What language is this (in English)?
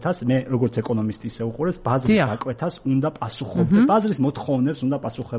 Georgian